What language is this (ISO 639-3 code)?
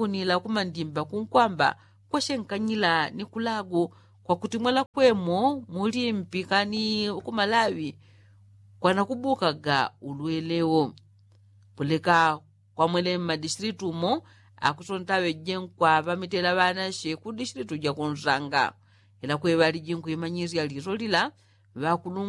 yao